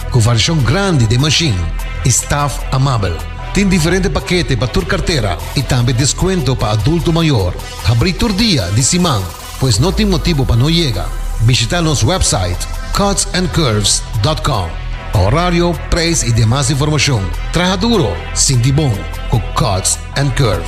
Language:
Papiamento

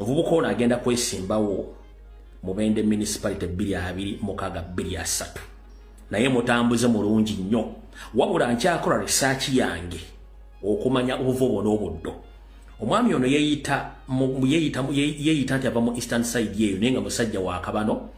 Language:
Ganda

